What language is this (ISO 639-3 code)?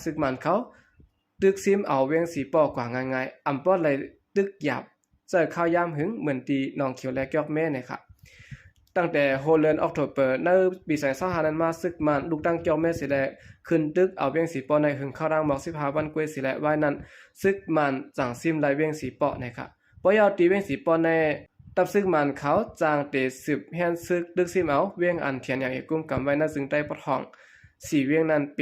shn